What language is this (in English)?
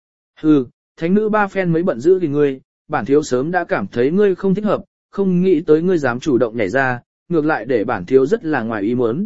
Vietnamese